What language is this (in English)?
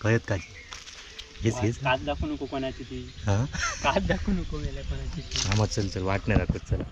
Konkani